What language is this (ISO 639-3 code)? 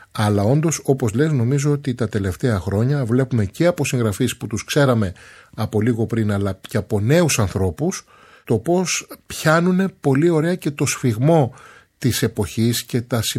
ell